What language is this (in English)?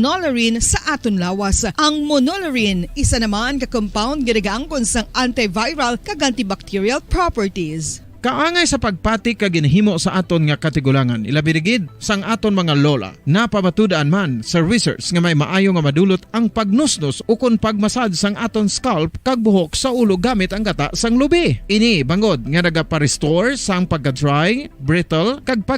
Hiligaynon